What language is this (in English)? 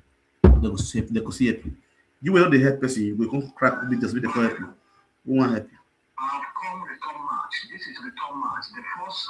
Nigerian Pidgin